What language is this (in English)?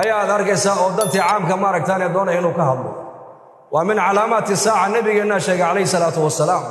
Somali